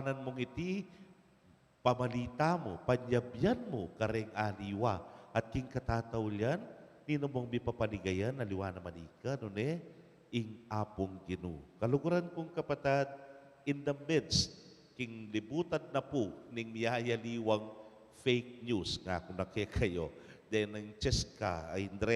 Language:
Pampanga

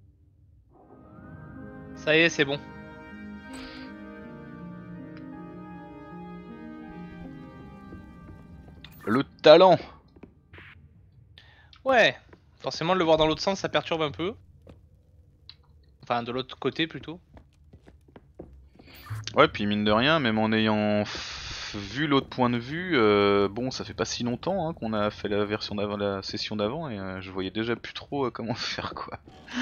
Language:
French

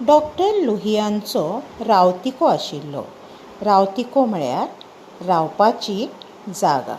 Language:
Konkani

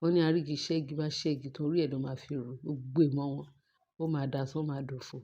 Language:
Yoruba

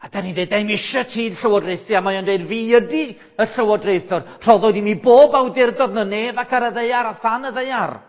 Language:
Welsh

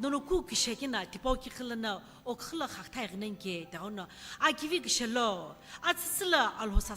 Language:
Sumi Naga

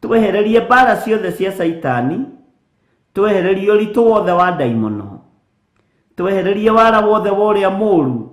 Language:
Kikuyu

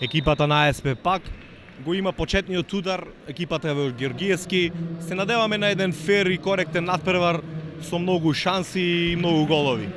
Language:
Macedonian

